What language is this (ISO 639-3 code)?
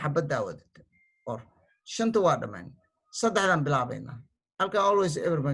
som